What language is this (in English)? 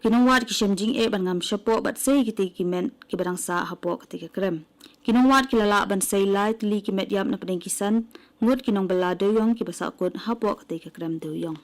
Khasi